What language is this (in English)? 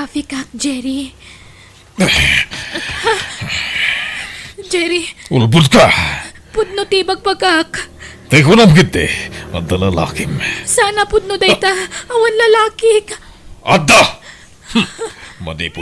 Iloko